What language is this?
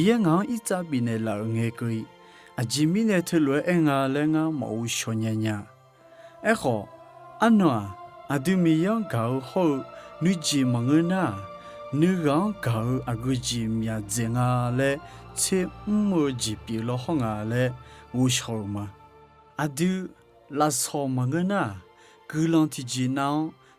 Akha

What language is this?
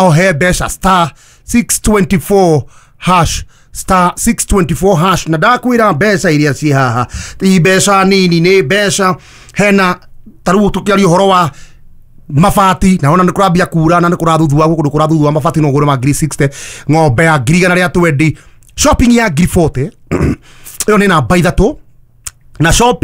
Kikuyu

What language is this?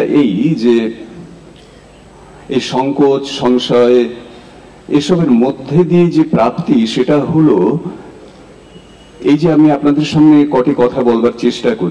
Bangla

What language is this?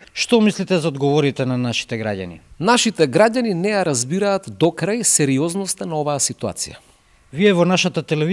Macedonian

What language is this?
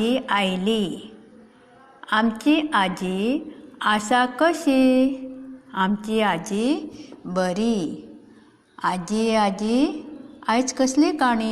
Konkani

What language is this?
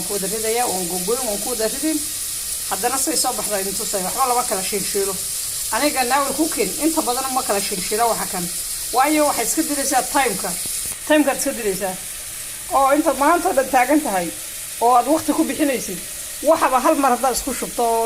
Somali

